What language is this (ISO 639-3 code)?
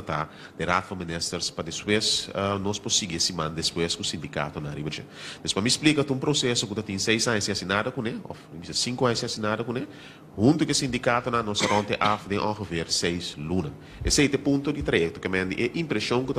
pap